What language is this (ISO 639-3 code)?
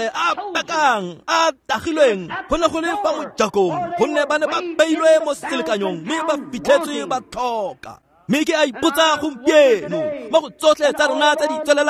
tsn